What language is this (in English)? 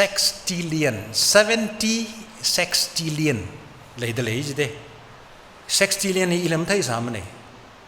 Tangkhul Naga (India)